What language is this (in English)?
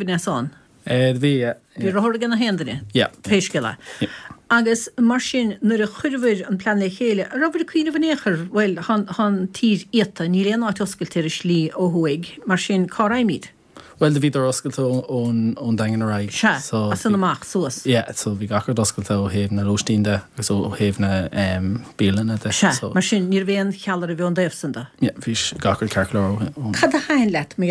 Irish